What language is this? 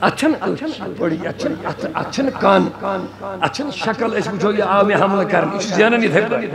Kashmiri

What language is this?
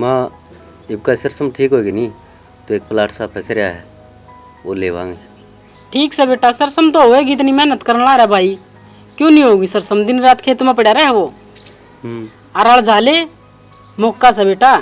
Haryanvi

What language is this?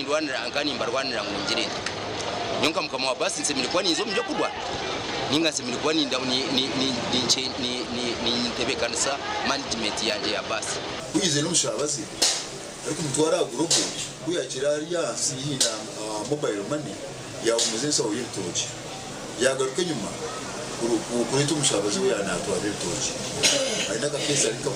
Nyankole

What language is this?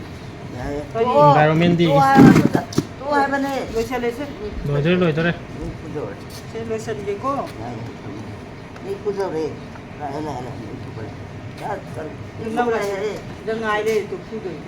Manipuri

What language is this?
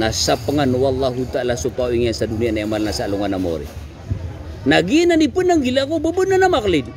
Maranao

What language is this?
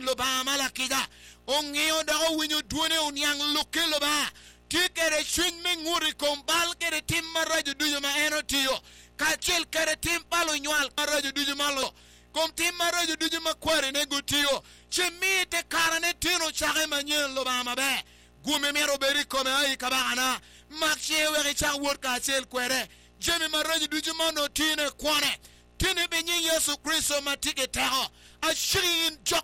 Acoli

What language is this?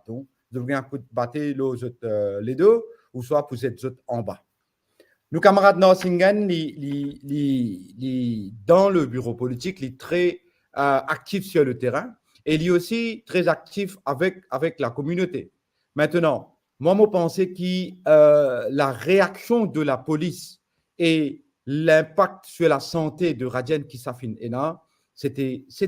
Morisyen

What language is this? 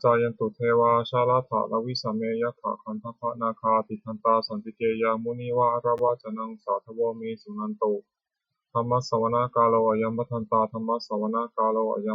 Pali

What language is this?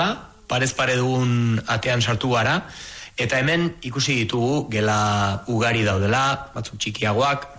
Basque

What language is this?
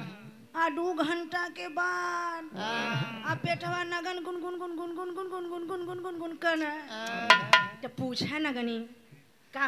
Bhojpuri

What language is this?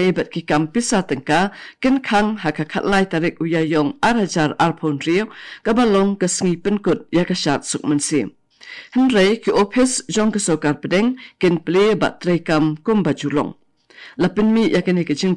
Khasi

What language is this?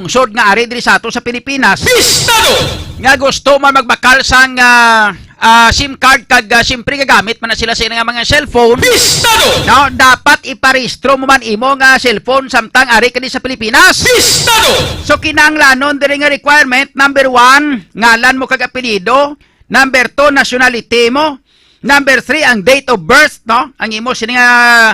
Hiligaynon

